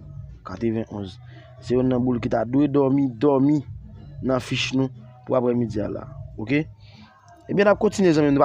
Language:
Haitian Creole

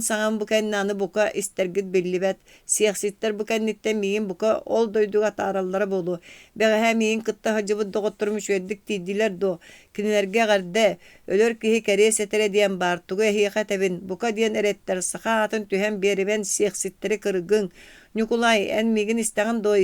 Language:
Yakut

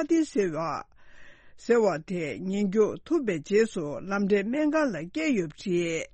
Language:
Tibetan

